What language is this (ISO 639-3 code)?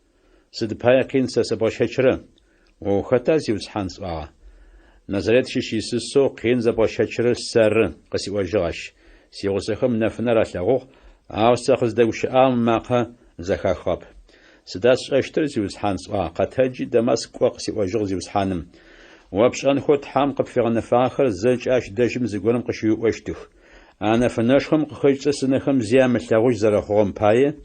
ady